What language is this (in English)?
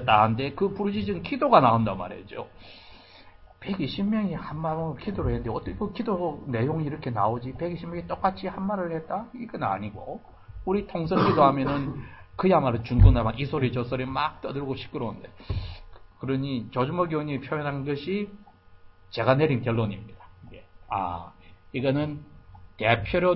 Korean